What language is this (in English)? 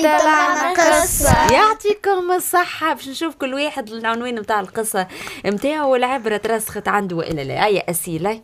Tunisian Arabic